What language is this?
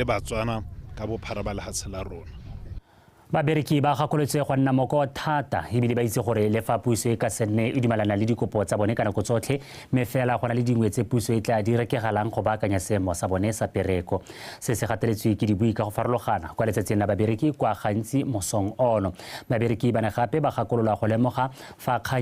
Tswana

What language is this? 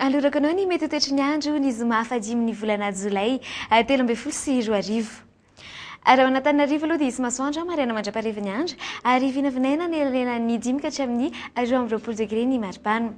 Malagasy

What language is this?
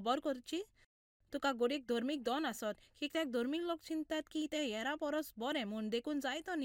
Konkani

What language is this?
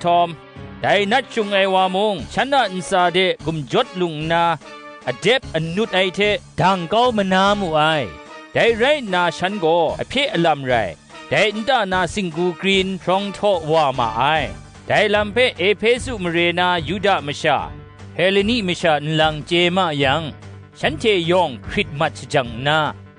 Kachin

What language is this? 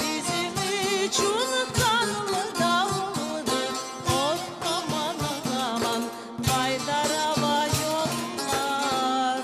Crimean Tatar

